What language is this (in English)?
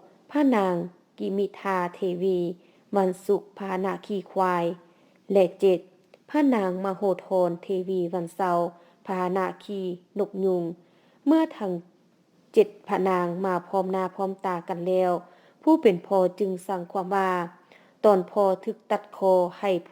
Lao